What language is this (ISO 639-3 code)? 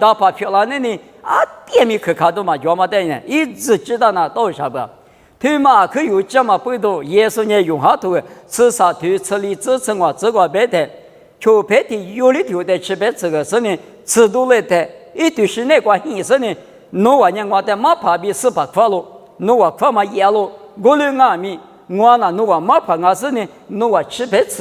lis